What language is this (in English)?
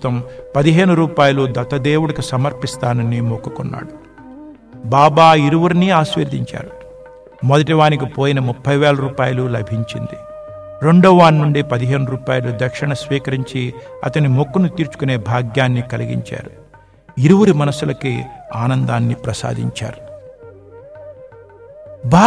Telugu